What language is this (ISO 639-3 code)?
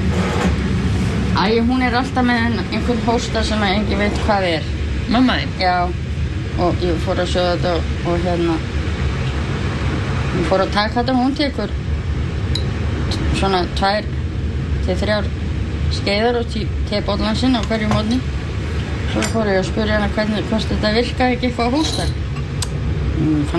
isl